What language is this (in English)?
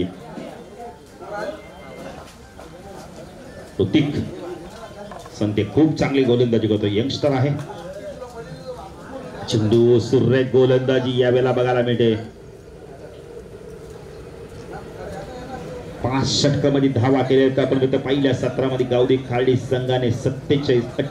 Marathi